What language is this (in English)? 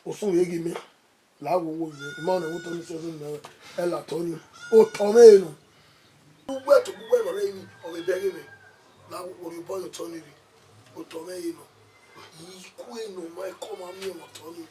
Bini